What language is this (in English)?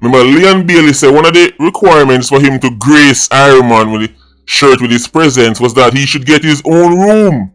Jamaican Creole English